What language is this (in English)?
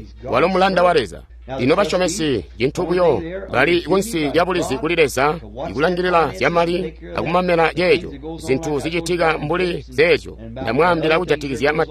Tonga (Zambia)